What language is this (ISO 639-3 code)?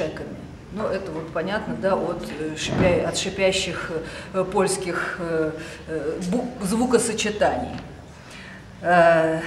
rus